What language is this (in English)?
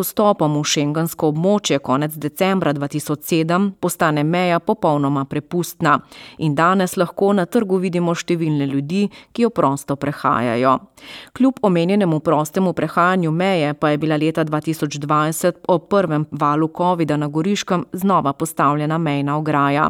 Slovenian